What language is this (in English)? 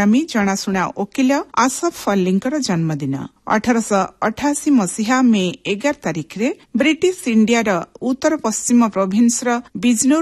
Odia